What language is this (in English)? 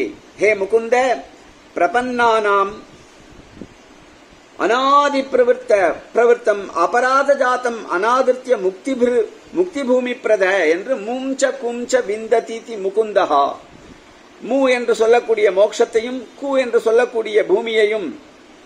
Tamil